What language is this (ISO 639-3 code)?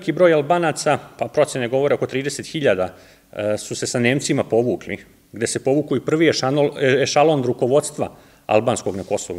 srp